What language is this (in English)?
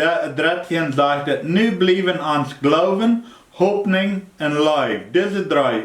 Plautdietsch